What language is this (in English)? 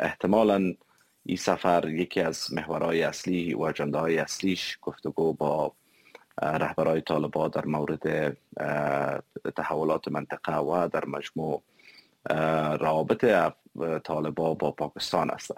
Persian